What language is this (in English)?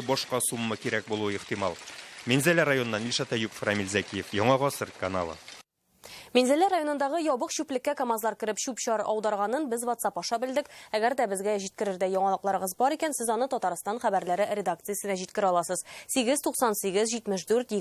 Tatar